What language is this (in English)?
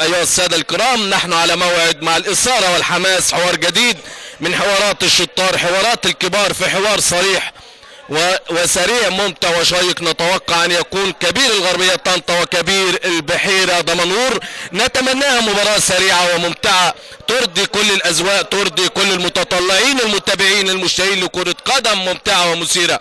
Egyptian Arabic